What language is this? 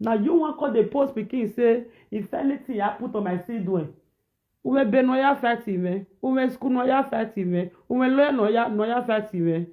Nigerian Pidgin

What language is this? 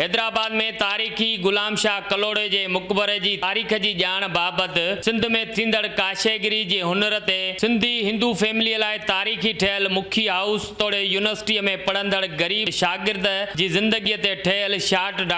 Sindhi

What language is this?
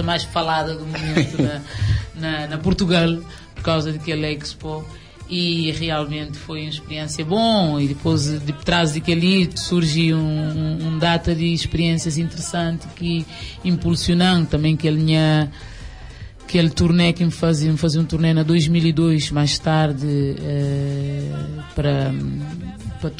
Kabuverdianu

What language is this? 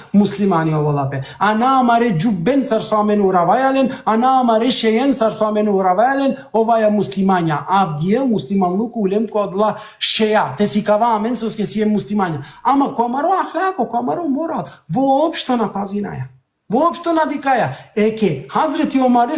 Balkan Romani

